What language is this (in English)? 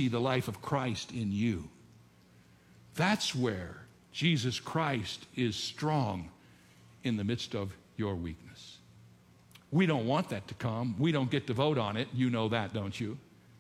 English